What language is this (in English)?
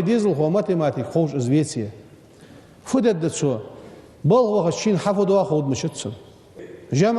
Ingush